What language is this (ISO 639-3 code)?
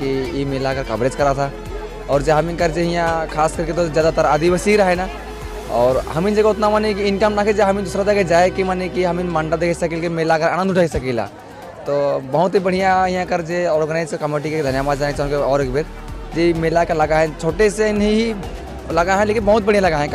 sck